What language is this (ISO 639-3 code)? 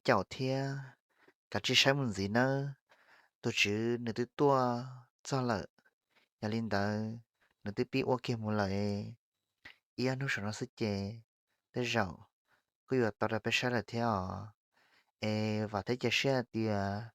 hmn